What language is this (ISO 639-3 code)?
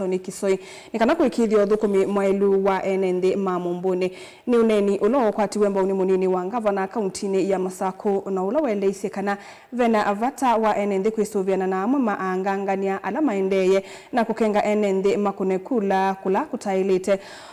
kam